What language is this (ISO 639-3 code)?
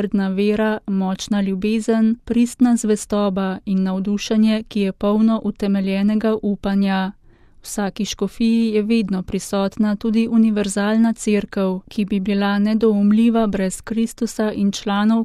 slv